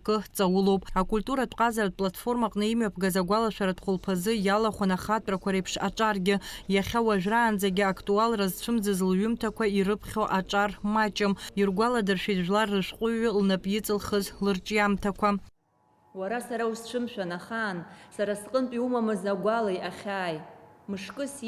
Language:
Abkhazian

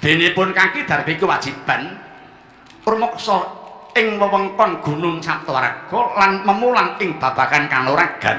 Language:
Javanese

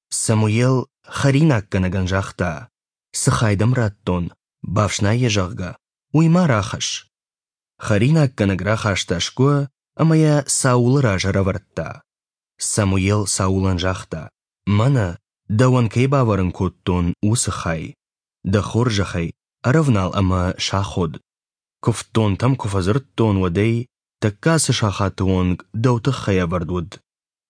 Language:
Ossetic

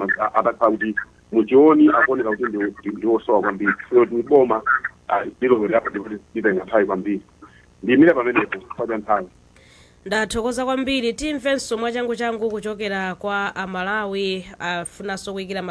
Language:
Nyanja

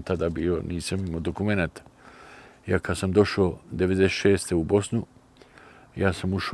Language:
Bosnian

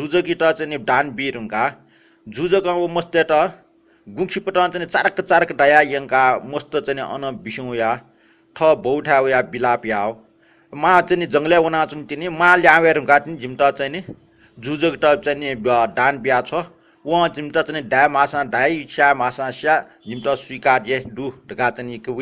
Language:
Newari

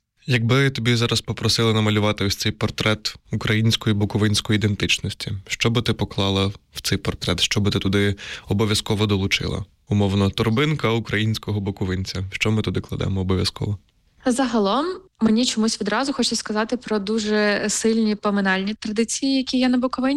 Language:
Ukrainian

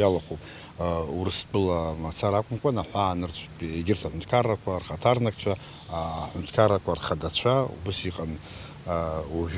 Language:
Abkhazian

